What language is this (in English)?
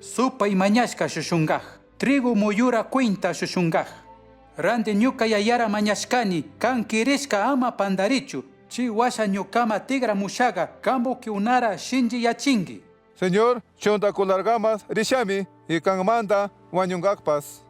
Chimborazo Highland Quichua